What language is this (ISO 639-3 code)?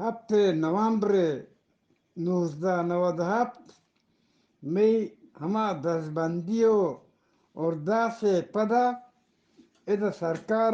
bgp